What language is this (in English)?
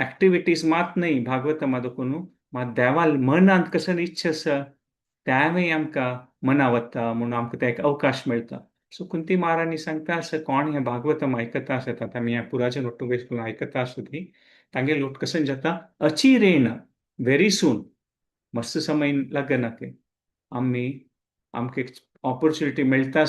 Konkani